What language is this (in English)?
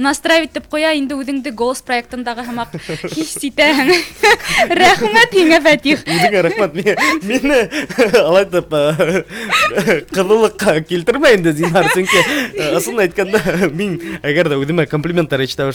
Bashkir